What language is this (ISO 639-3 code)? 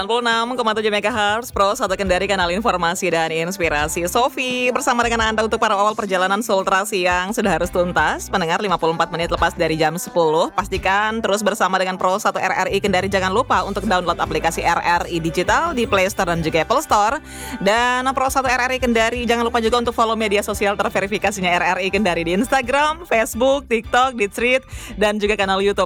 ind